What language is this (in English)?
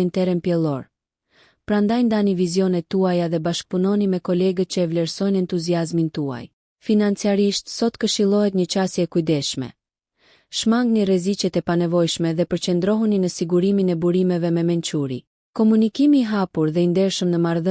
Albanian